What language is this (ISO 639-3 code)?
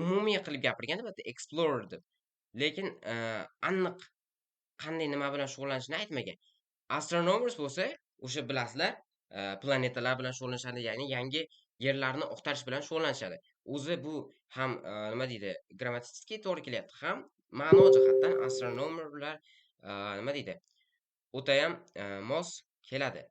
uzb